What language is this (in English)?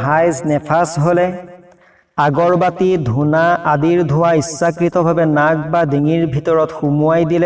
Assamese